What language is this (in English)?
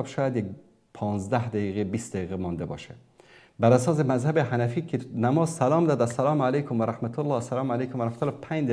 Persian